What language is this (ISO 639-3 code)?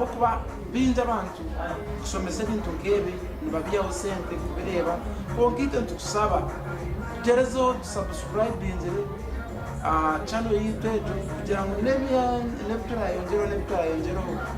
nyn